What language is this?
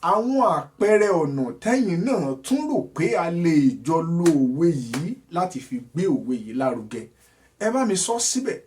Yoruba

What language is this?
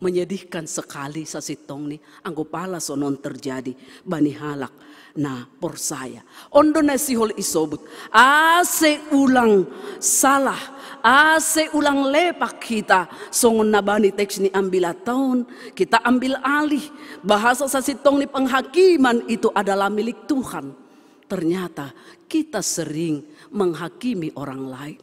Batak Simalungun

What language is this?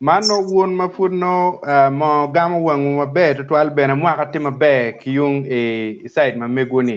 Acoli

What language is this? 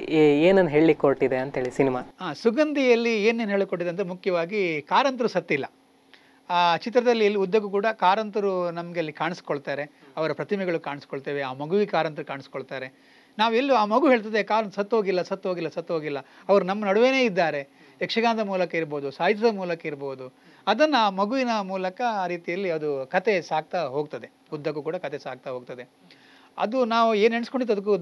Kannada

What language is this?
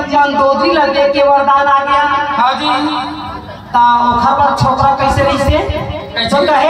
Chhattisgarhi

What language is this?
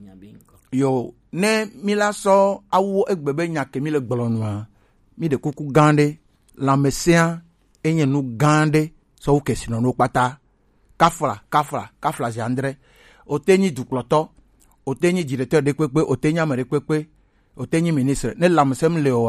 Gen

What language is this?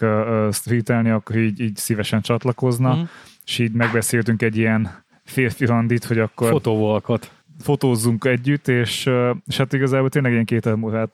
Hungarian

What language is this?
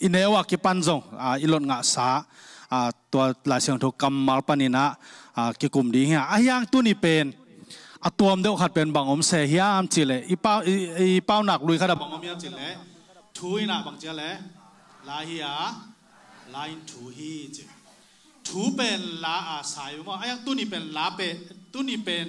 Tedim Chin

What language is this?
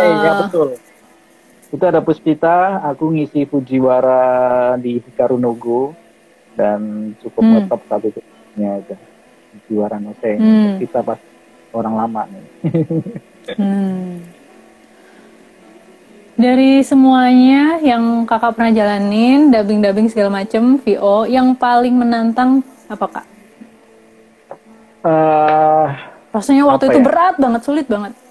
Indonesian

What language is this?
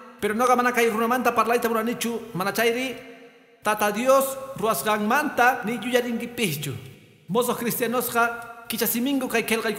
Quechua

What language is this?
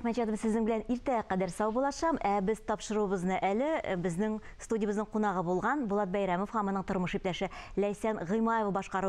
Tatar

